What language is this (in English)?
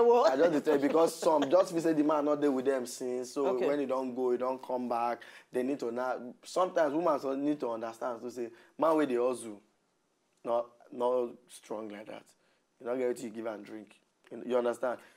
Nigerian Pidgin